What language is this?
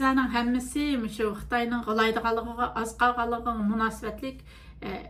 Uyghur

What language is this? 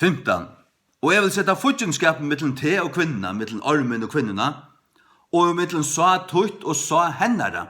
Faroese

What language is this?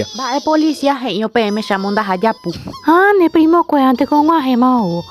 Guarani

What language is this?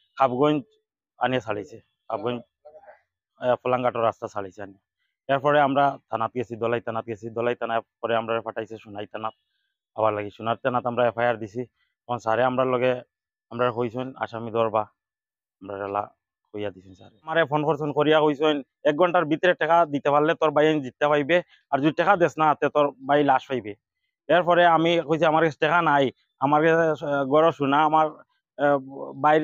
Bangla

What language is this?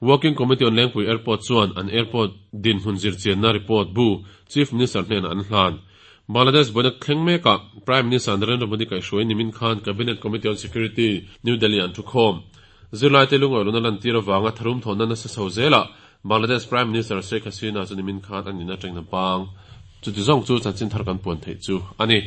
Mizo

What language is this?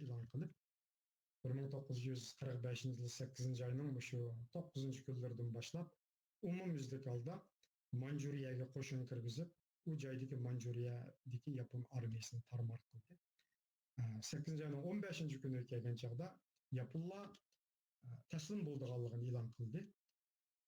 Uyghur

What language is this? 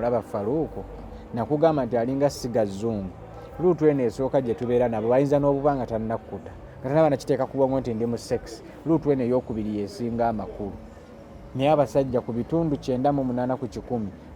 Ganda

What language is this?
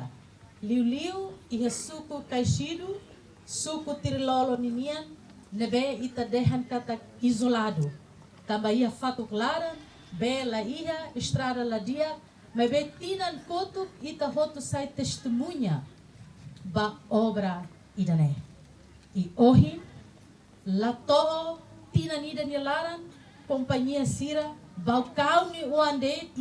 Tetum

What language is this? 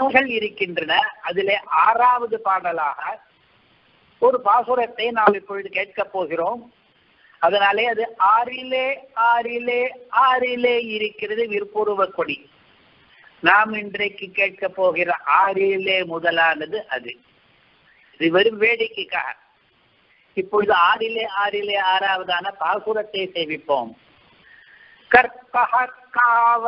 Tamil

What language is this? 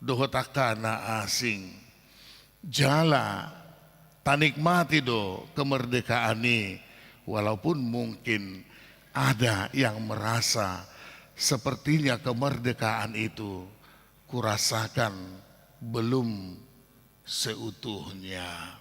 Batak Toba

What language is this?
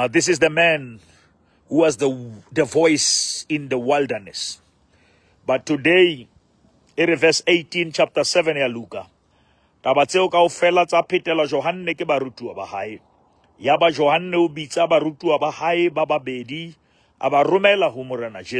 Southern Sotho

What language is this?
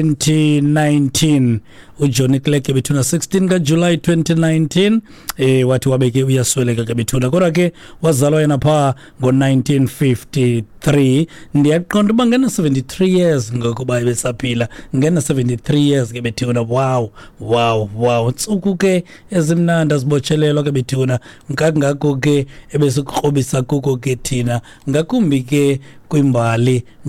Xhosa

